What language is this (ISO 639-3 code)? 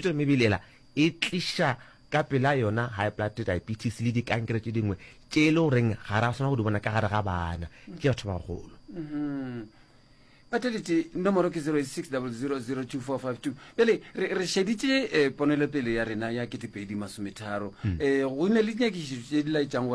nso